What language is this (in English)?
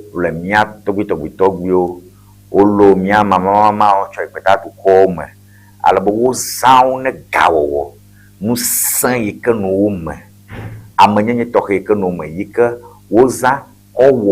Ewe